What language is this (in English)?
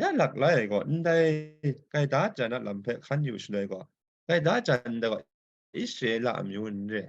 Kachin